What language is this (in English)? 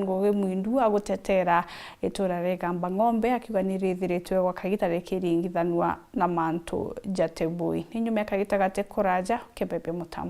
Meru